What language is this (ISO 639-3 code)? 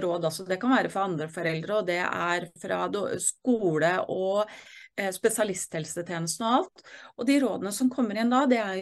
nor